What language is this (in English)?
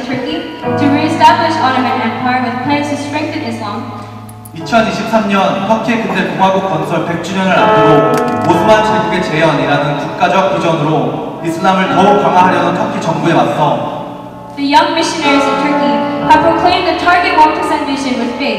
Korean